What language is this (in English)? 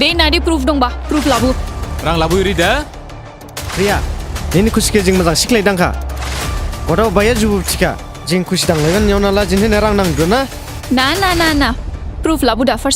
Dimasa